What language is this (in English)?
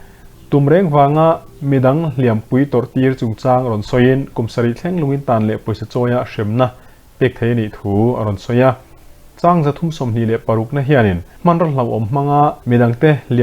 Mizo